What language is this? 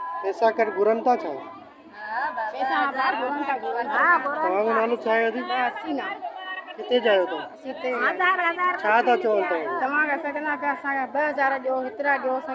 Sindhi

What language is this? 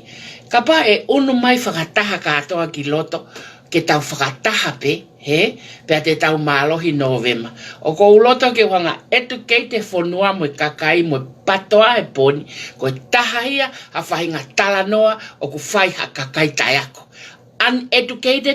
Tongan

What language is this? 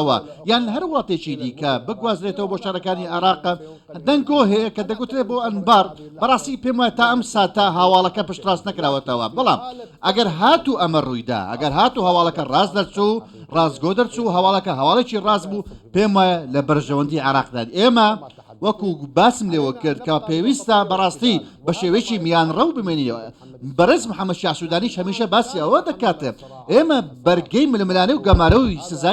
Central Kurdish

